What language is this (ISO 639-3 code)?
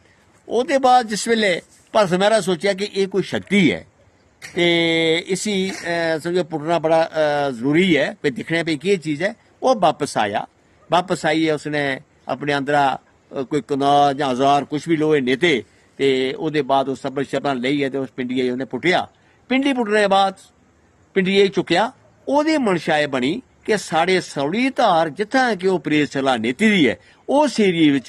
doi